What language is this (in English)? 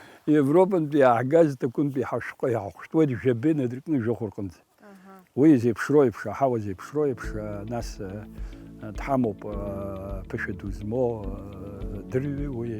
Abkhazian